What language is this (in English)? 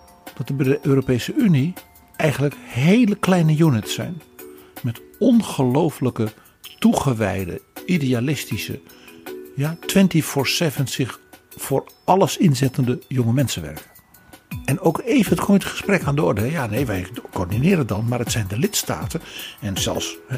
Dutch